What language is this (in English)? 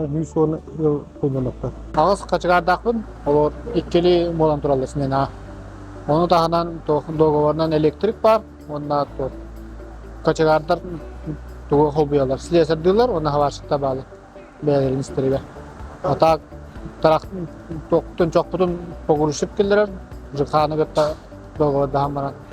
Yakut